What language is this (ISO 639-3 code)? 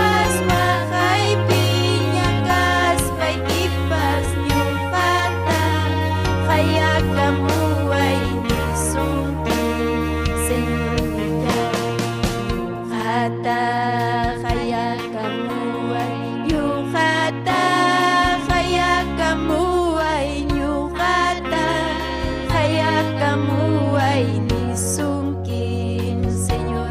quy